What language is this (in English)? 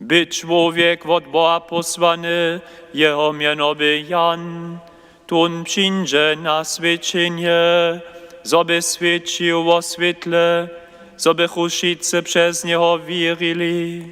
Upper Sorbian